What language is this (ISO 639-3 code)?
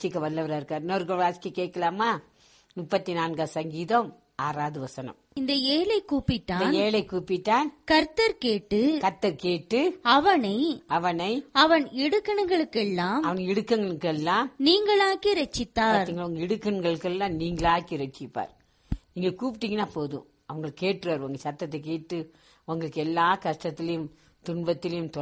tam